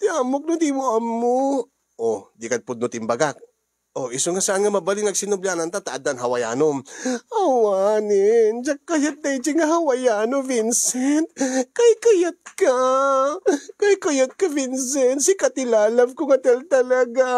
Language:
Iloko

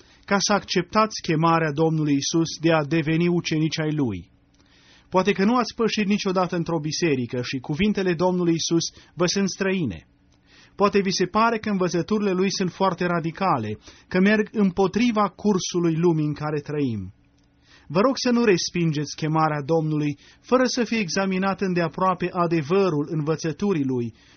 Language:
Romanian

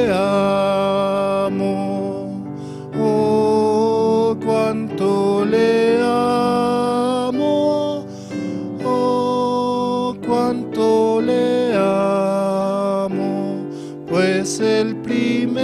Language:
Aymara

